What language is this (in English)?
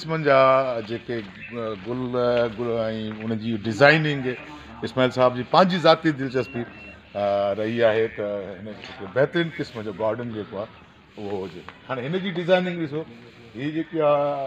Sindhi